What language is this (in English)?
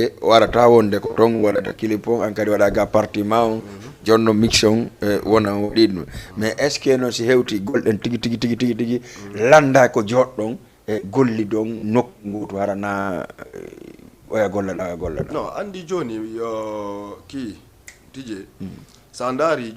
Fula